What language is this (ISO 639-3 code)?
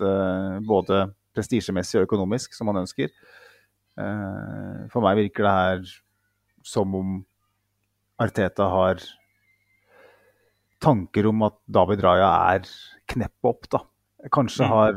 nor